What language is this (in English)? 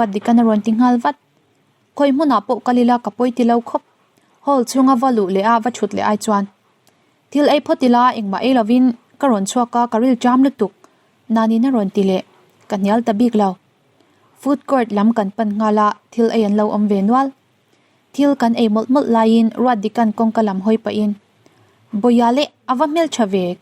Mizo